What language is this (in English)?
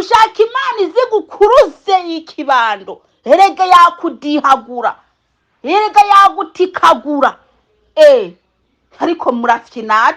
Kinyarwanda